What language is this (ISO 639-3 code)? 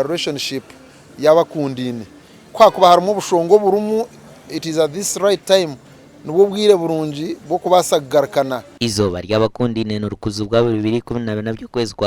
nyn